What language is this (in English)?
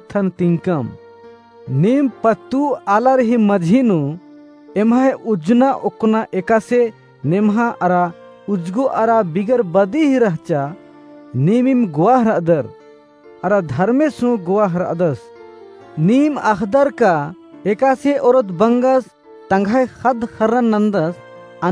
Kurukh